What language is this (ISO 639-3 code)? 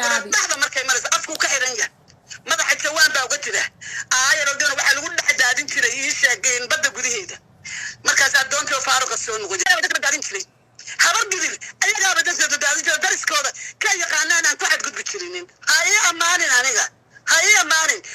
som